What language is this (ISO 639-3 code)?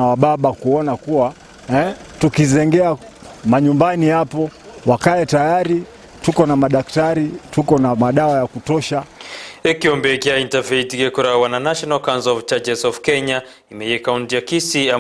guz